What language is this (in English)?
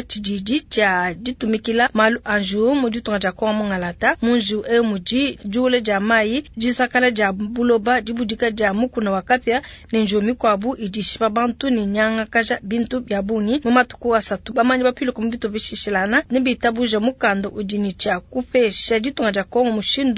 Luba-Lulua